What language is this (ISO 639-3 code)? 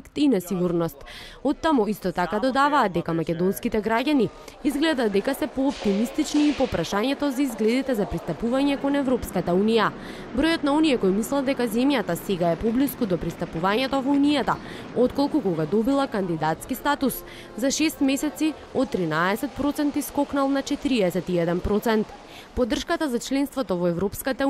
mkd